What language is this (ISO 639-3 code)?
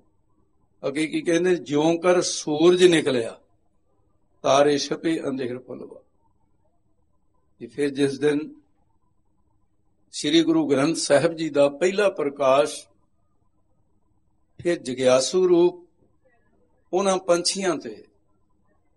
pan